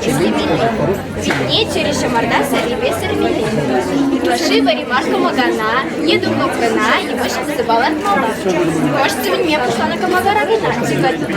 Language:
Chuvash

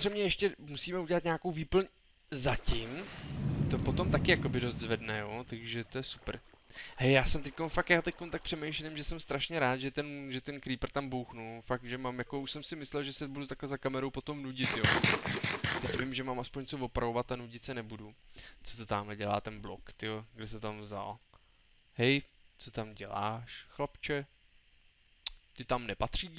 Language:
Czech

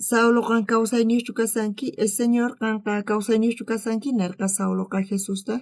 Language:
South Bolivian Quechua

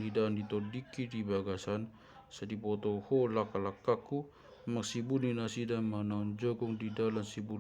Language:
Batak Toba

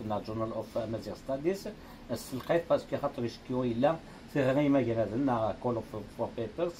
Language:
Kabyle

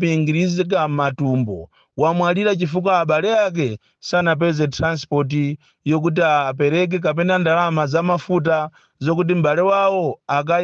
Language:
Nyanja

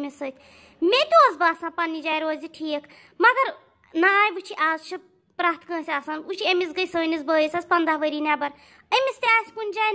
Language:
Kashmiri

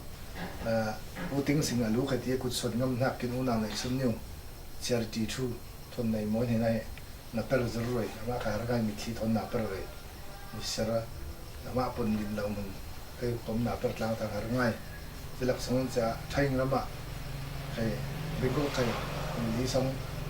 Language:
Falam Chin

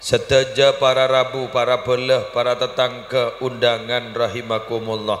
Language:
Madurese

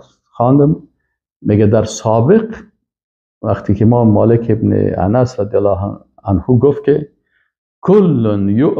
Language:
Persian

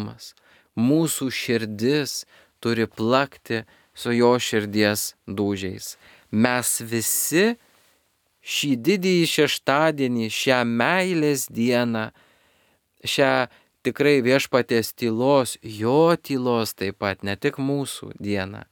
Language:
Lithuanian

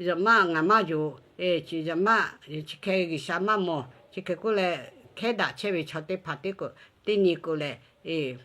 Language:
Lahu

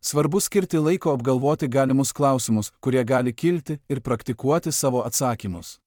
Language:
Lithuanian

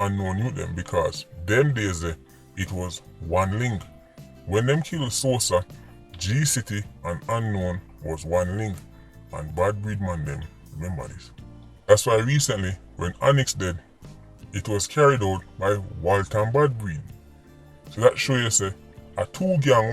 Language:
Jamaican Creole English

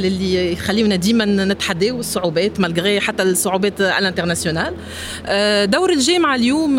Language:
Tunisian Arabic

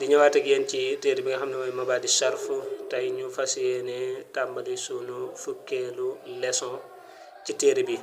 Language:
Wolof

